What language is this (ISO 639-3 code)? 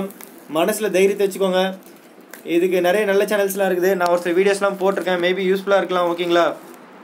tam